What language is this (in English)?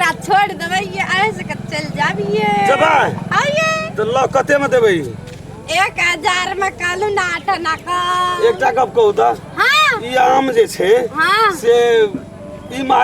Maithili